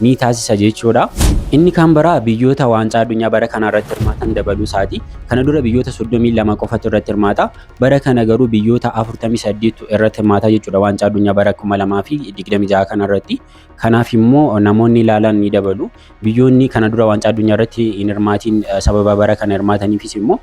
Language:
Oromo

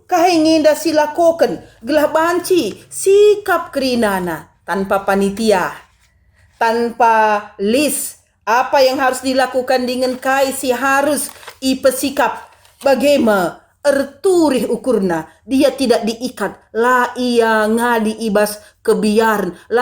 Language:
Batak Karo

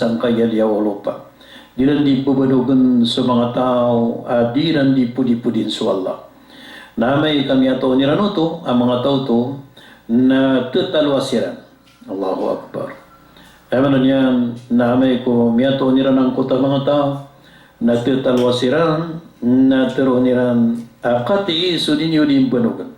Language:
Maranao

